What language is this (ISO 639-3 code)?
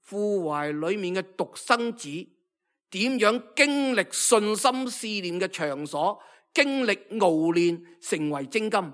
yue